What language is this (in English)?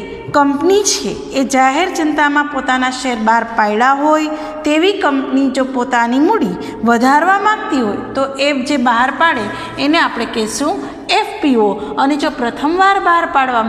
Gujarati